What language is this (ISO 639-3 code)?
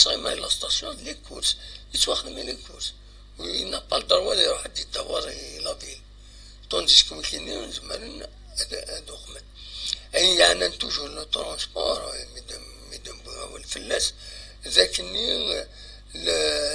kab